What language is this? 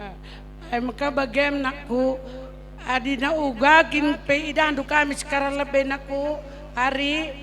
Batak Karo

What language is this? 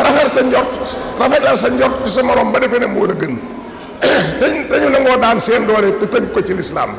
Wolof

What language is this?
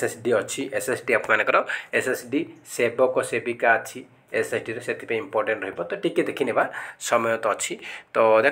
Odia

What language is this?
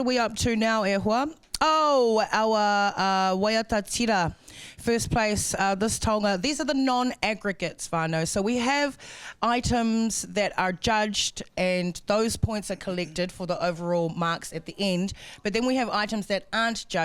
Māori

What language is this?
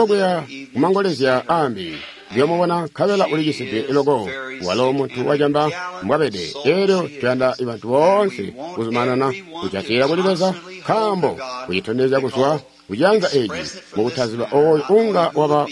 Tonga (Zambia)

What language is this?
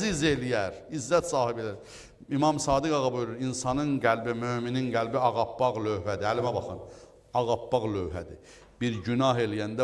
Azerbaijani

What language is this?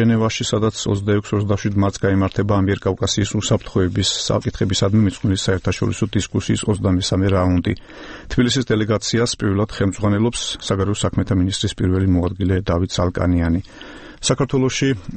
Georgian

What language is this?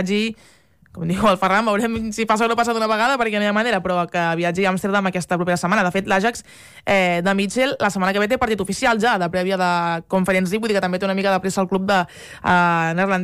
Catalan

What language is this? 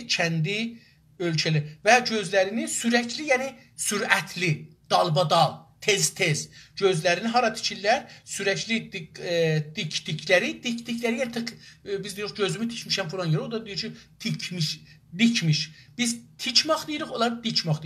South Azerbaijani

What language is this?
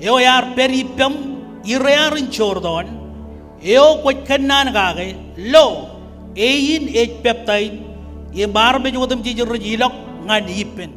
Marshallese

